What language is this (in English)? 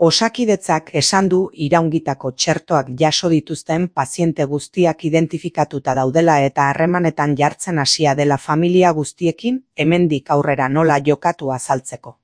Basque